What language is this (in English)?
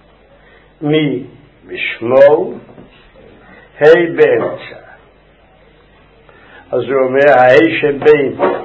Hebrew